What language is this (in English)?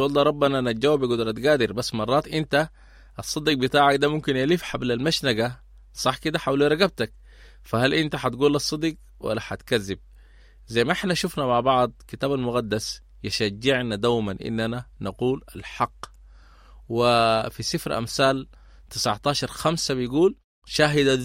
Sudanese Arabic